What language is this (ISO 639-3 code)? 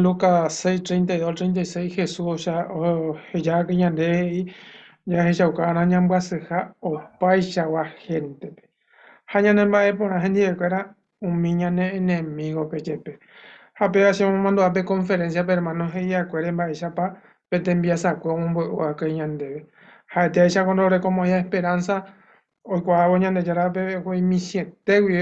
grn